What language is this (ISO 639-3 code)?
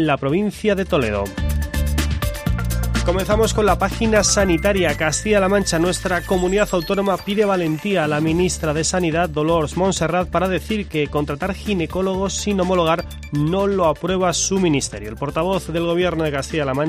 spa